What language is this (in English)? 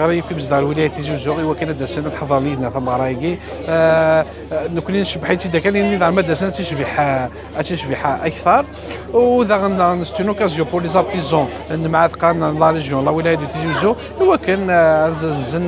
Kabyle